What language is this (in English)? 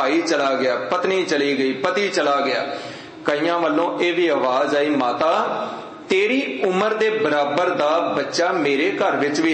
Punjabi